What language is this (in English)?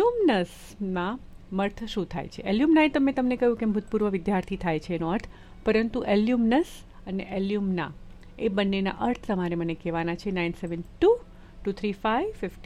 Gujarati